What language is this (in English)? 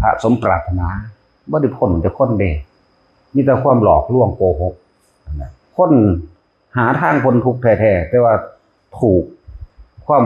Northeastern Thai